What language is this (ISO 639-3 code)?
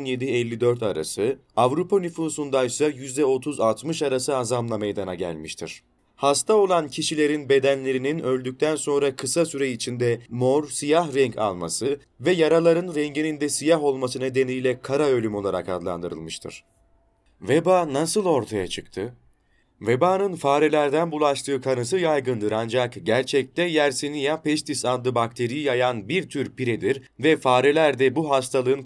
tur